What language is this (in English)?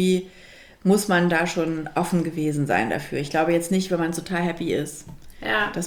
German